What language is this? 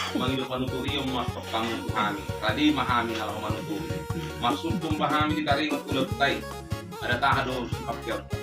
Batak Toba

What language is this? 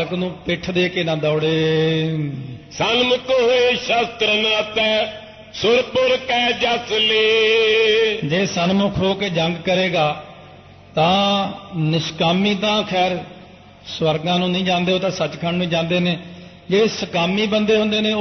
Punjabi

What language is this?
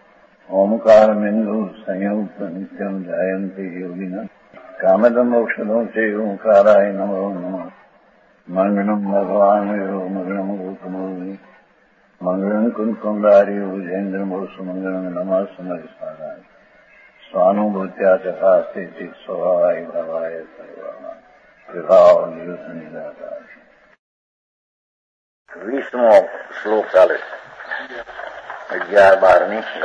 Gujarati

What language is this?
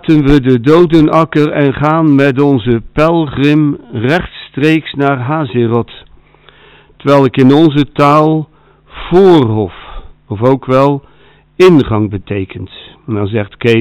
Dutch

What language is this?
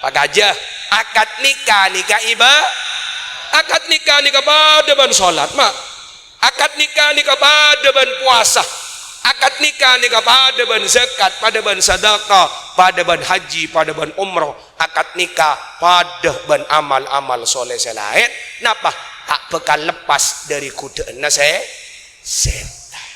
Madurese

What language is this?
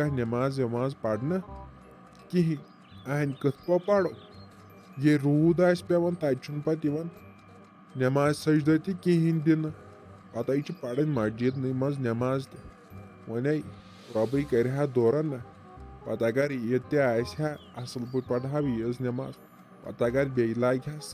Kashmiri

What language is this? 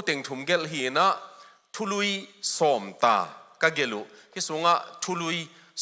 Tedim Chin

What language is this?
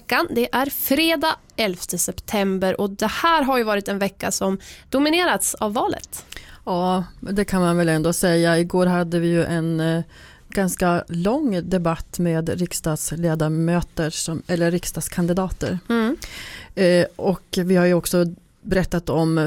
Swedish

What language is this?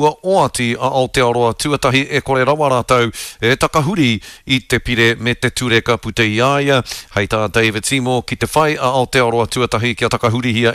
Māori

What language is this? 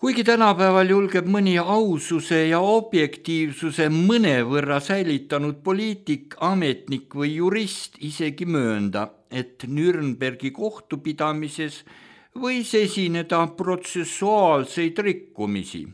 Estonian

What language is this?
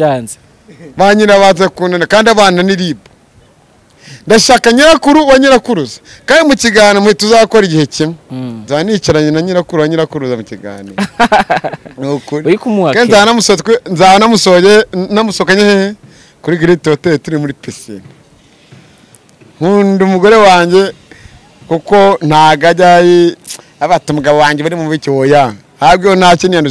Kinyarwanda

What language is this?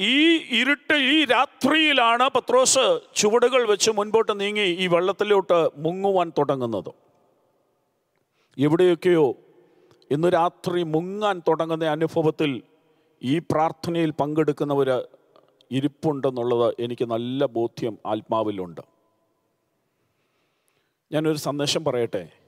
Malayalam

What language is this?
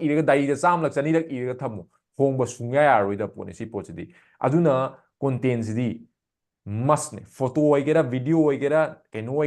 Manipuri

